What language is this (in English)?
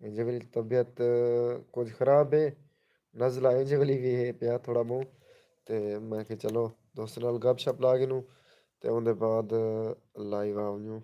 Saraiki